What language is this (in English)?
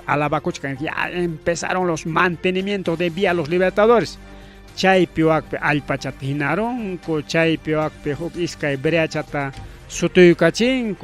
Ayacucho Quechua